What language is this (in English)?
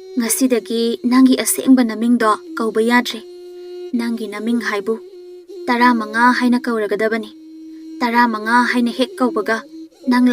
Manipuri